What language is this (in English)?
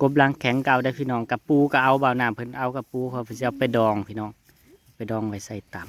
Northeastern Thai